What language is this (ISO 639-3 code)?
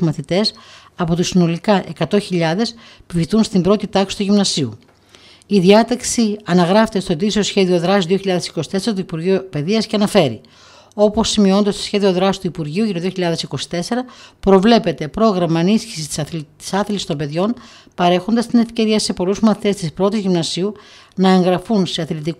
ell